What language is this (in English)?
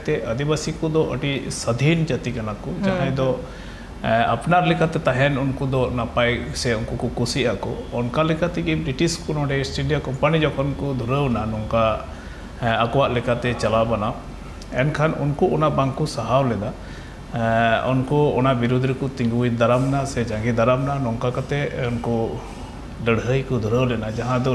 Santali